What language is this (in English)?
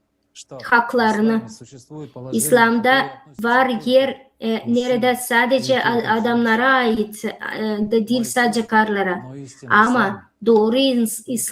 Gagauz